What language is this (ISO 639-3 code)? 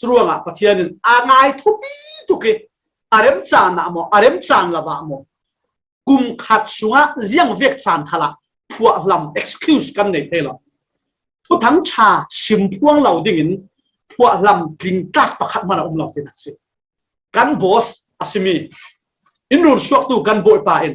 cfm